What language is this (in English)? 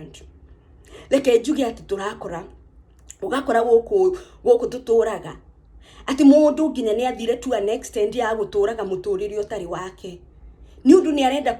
Kikuyu